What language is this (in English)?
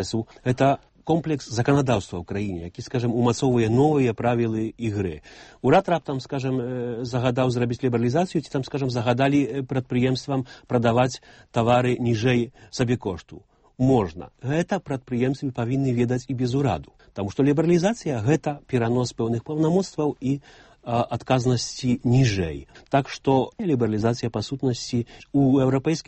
Belarusian